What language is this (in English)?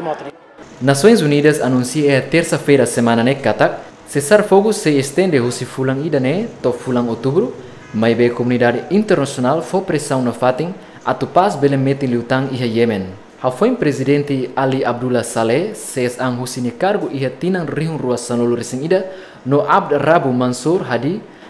Tetum